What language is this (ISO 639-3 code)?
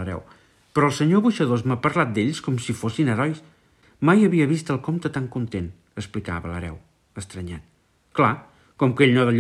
cat